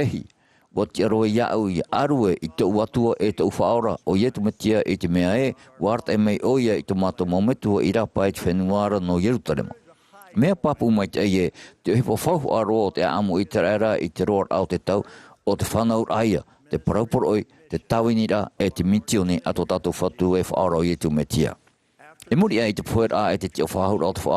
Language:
Tahitian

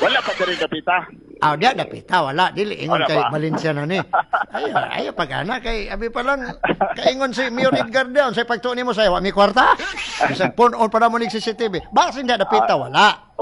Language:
Cebuano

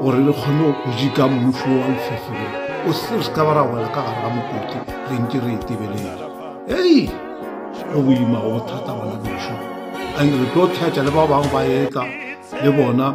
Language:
Northern Sotho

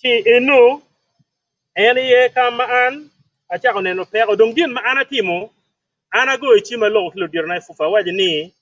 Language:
Acoli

